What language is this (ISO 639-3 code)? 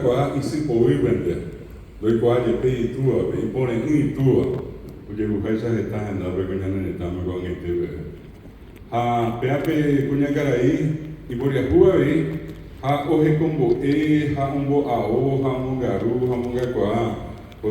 grn